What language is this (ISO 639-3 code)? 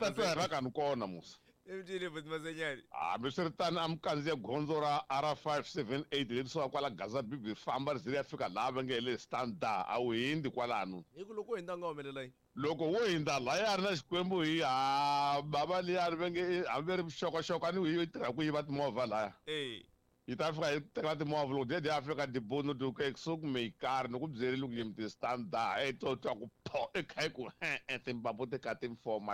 tso